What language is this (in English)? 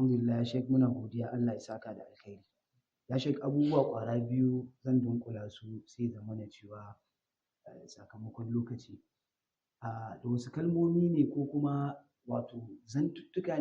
Hausa